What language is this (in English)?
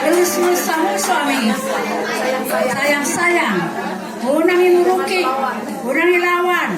Batak Toba